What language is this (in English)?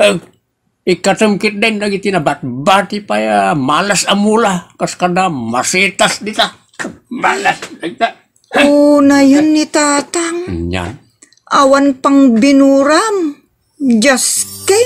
Iloko